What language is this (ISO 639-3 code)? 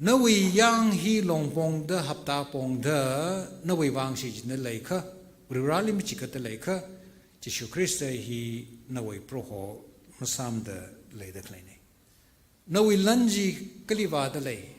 nmf